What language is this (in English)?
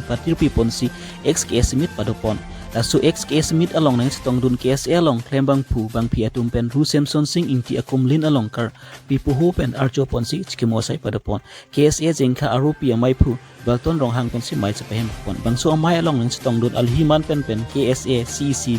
Karbi